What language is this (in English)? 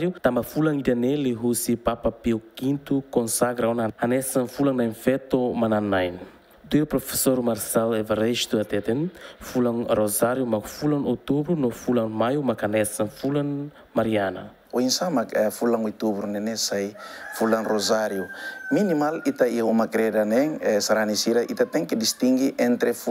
Tetum